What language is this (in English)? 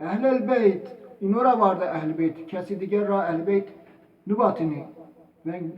Zaza